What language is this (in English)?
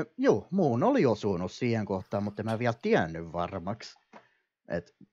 Finnish